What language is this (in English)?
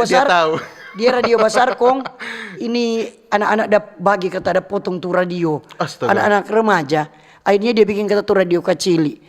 Manado Malay